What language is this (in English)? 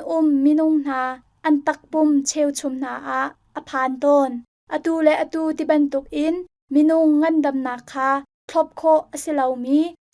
Hakha Chin